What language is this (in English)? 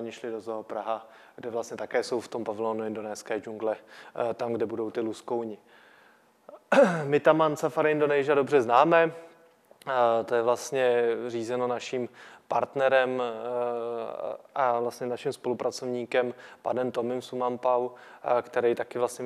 Czech